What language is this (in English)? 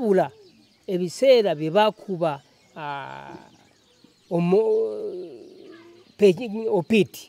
Ganda